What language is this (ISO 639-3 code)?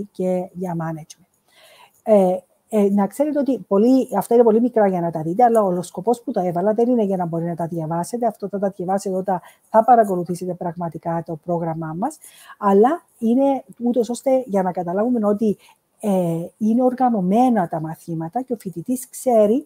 ell